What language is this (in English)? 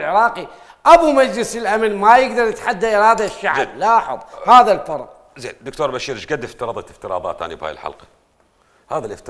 Mesopotamian Arabic